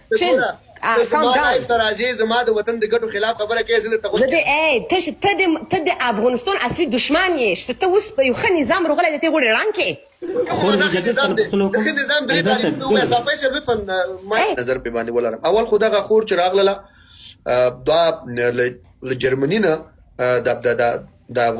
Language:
Pashto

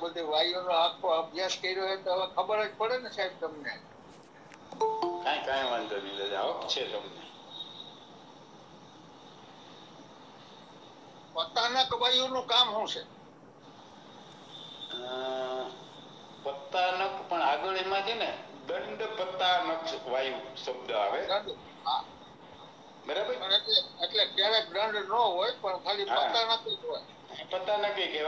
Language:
Gujarati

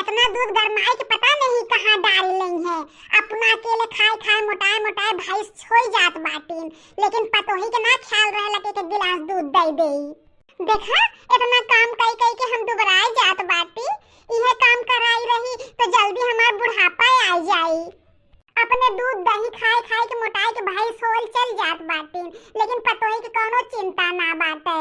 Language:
Bhojpuri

